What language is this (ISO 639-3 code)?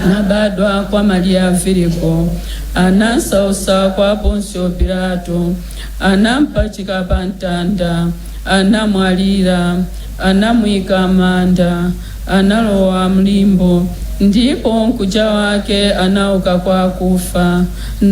nya